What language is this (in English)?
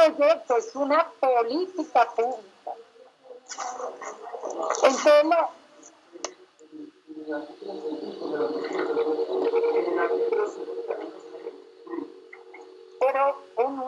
Spanish